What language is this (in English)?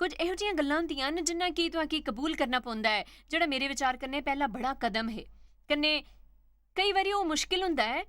Dogri